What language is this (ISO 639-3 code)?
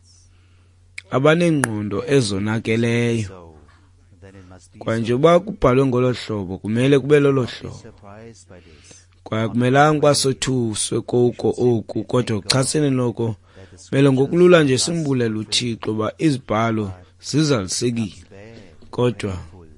xho